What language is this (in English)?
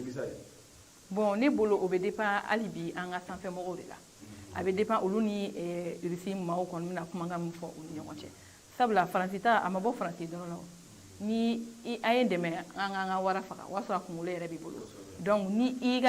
Bambara